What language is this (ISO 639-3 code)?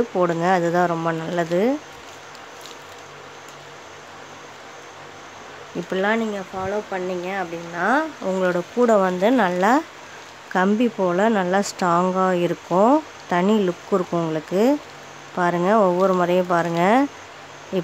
tam